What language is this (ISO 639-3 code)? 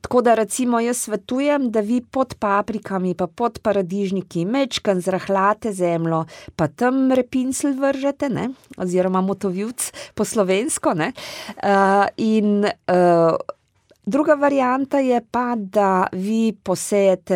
slv